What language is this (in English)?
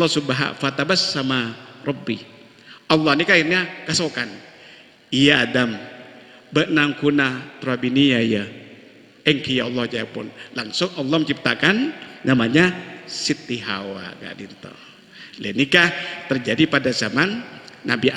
Madurese